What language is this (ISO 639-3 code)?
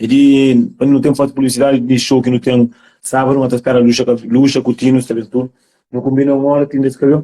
kea